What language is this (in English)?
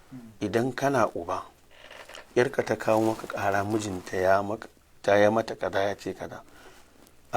Hausa